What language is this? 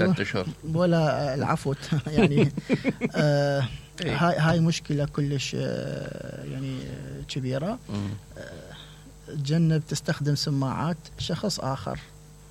Mesopotamian Arabic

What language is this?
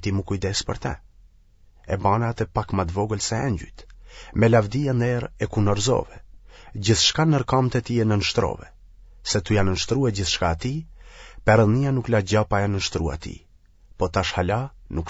Albanian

